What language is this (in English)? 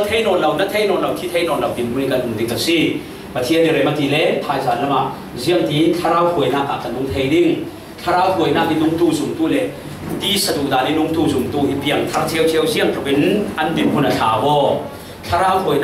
Falam Chin